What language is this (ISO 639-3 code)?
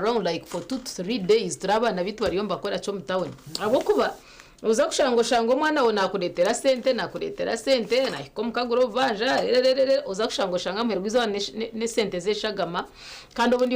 nyn